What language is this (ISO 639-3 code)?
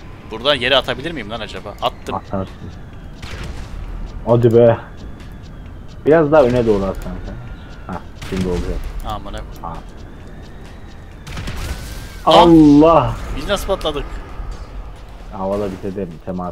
tur